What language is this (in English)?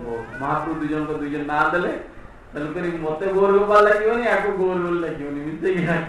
Odia